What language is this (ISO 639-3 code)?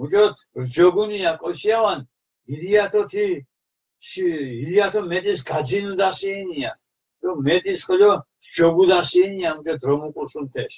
xmf